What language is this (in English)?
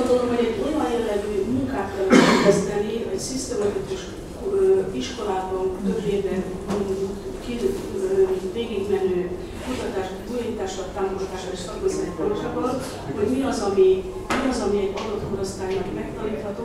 Hungarian